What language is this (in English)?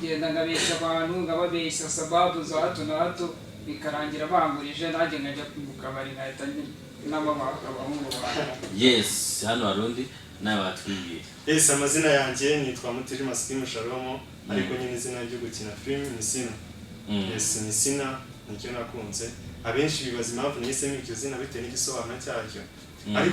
Kinyarwanda